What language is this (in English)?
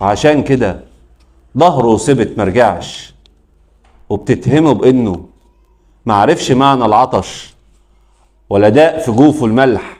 Egyptian Arabic